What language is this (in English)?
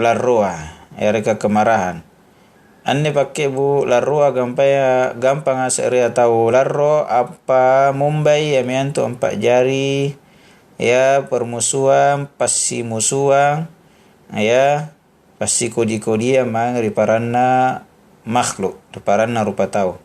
Makasar